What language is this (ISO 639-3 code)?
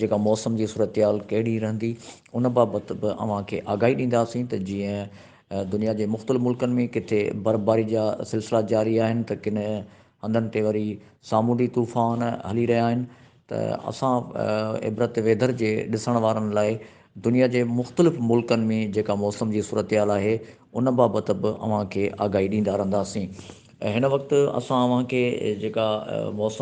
snd